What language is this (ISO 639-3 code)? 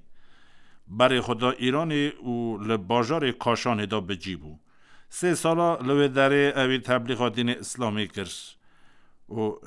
kur